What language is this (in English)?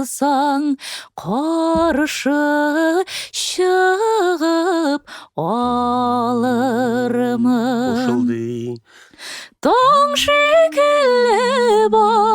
Tatar